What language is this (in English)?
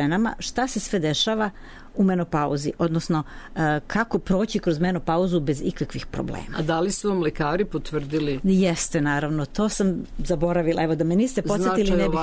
Serbian